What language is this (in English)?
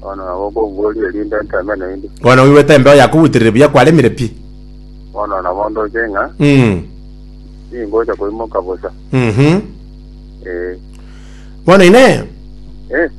Gusii